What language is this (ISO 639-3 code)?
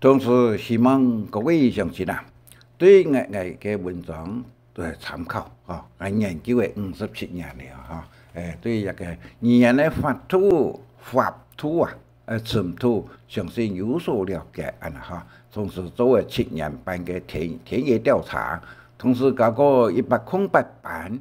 hak